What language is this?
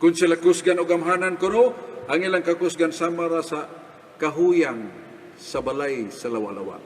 Cebuano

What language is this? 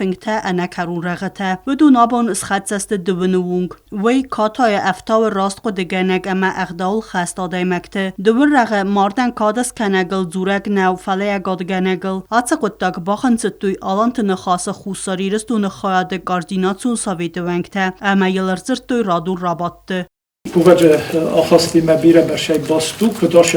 Ossetic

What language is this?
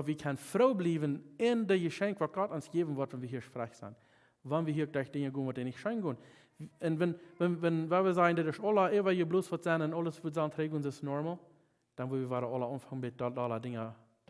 Plautdietsch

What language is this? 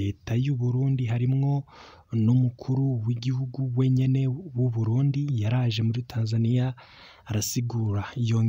Rundi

